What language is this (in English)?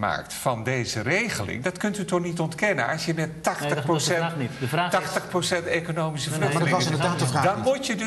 Dutch